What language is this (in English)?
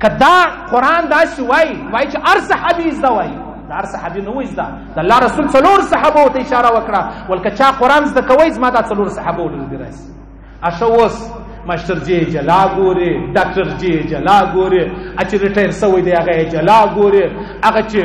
Pashto